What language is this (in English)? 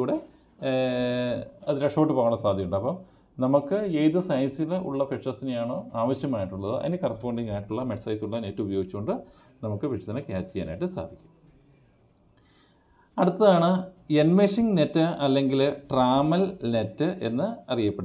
Malayalam